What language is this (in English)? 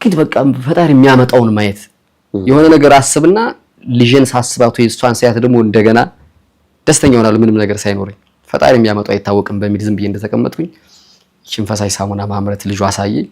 Amharic